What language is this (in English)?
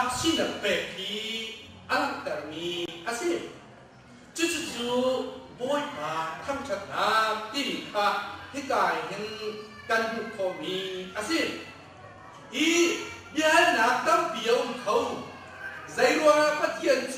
Hakha Chin